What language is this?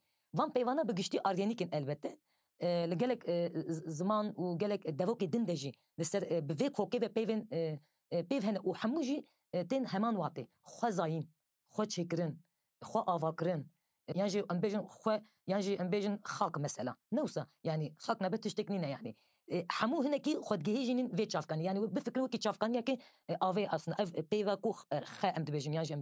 Kurdish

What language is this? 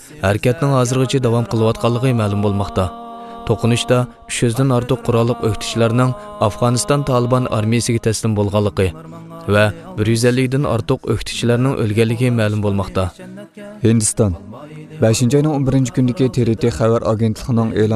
Uyghur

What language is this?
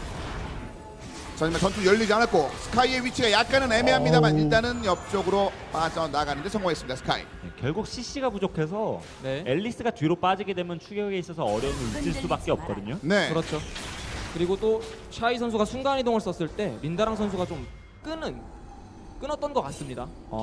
Korean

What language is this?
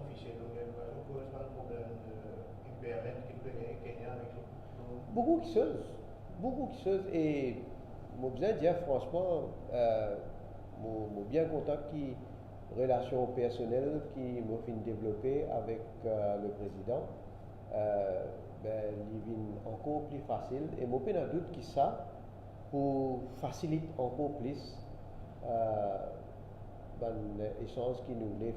Morisyen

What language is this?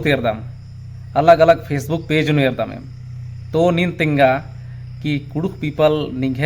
Kurukh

